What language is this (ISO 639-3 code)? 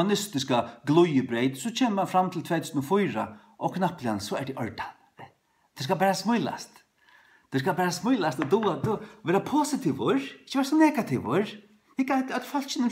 fao